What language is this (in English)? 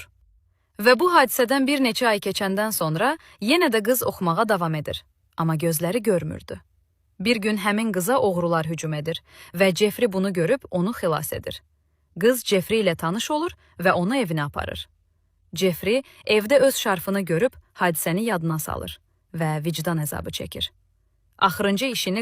Azerbaijani